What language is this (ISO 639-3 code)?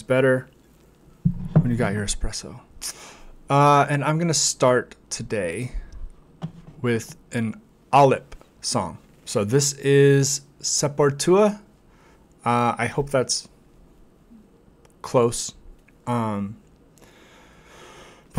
eng